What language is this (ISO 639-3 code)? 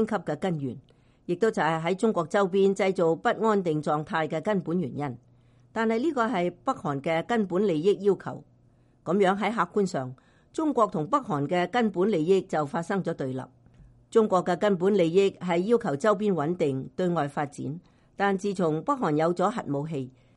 yue